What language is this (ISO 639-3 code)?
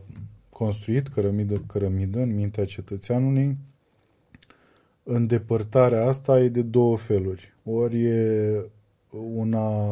ron